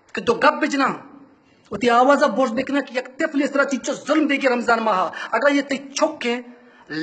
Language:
Baluchi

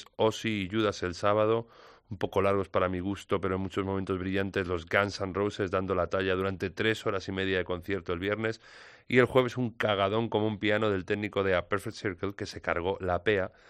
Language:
Spanish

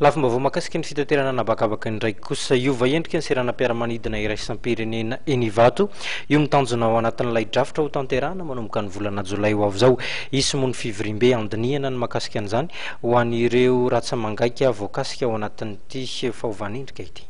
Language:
Malagasy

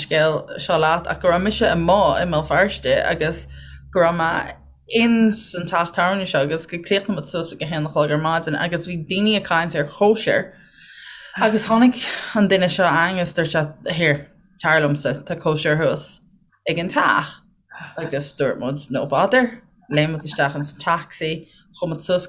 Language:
Irish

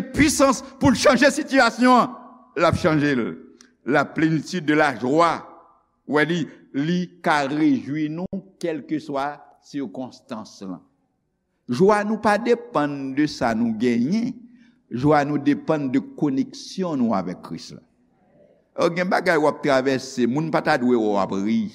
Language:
Haitian Creole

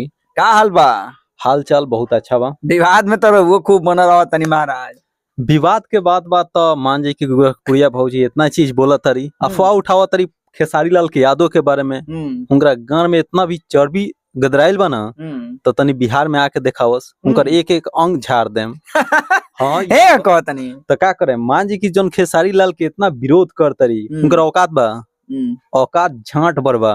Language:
Bhojpuri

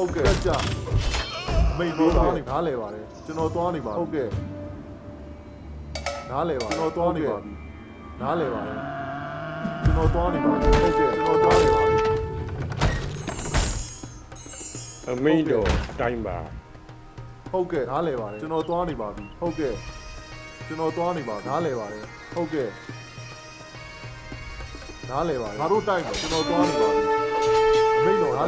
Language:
Burmese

